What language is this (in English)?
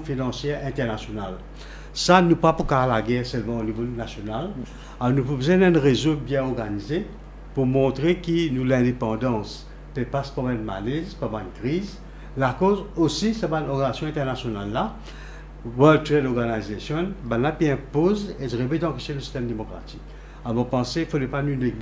Morisyen